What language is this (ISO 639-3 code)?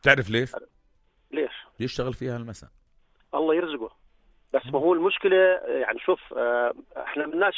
apc